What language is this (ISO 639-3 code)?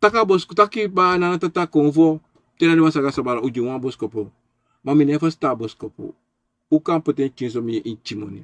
srn